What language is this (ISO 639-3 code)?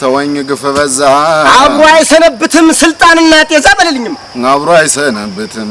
amh